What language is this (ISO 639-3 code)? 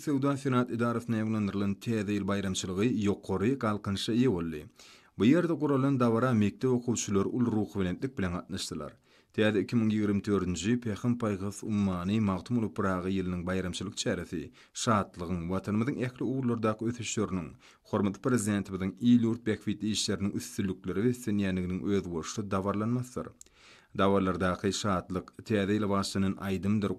tuk